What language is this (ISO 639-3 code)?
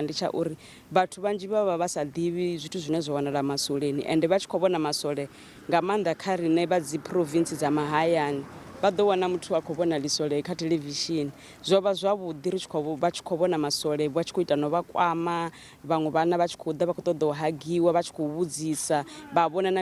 ven